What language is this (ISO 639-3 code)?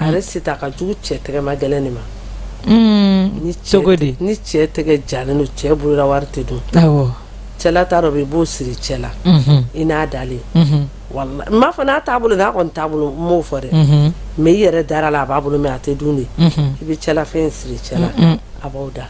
bam